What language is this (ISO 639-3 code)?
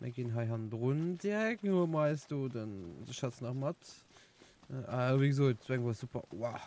ltz